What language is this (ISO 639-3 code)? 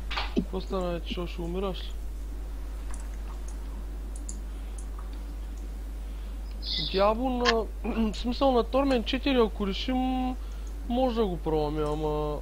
bul